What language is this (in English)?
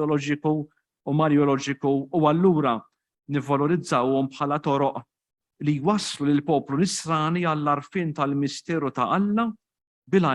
Maltese